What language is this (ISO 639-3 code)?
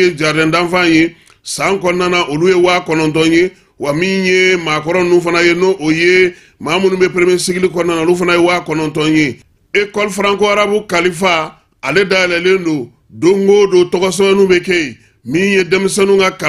bam